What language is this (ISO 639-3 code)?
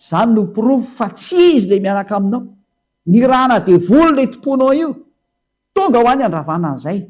mlg